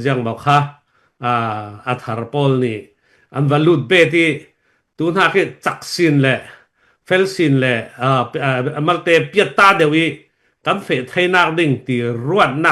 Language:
Falam Chin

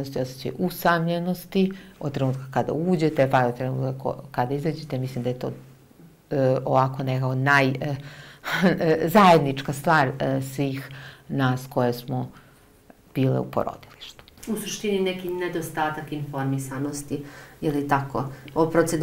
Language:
Serbian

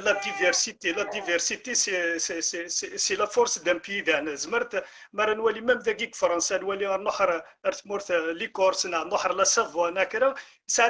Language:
Algerian Arabic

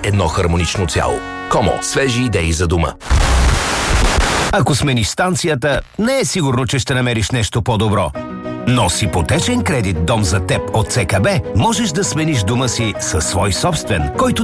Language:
Bulgarian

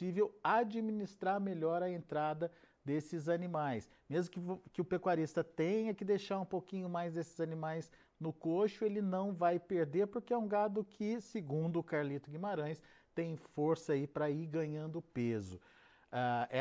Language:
Portuguese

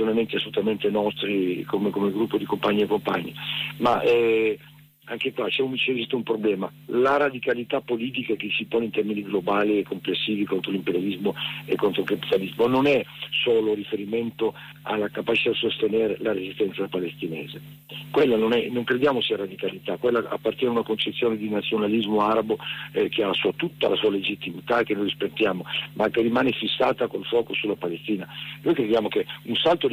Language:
Italian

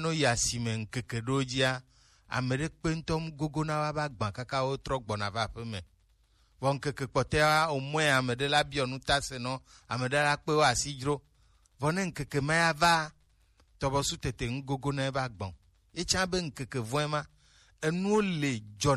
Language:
Gen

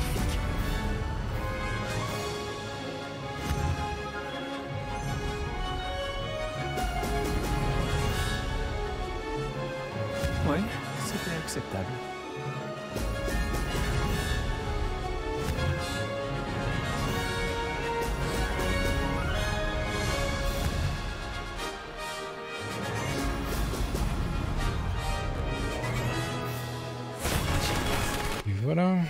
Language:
French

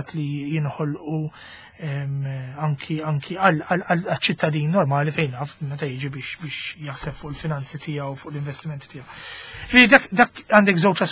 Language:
Maltese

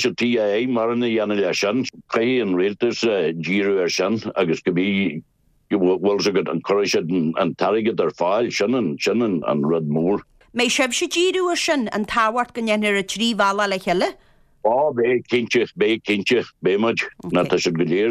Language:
Irish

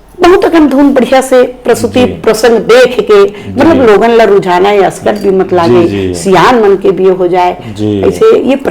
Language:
Chhattisgarhi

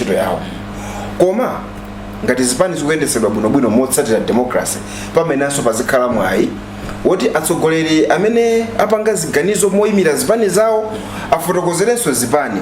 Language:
Nyanja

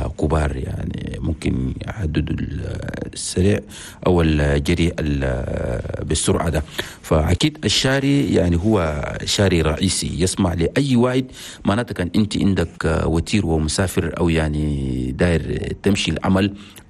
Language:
Chadian Arabic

